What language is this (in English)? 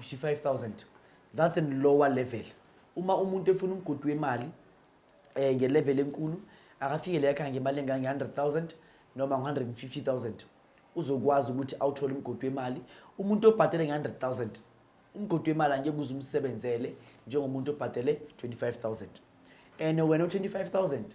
Zulu